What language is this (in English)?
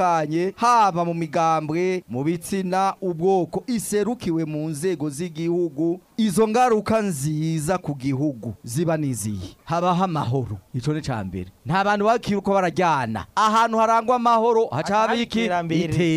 Rundi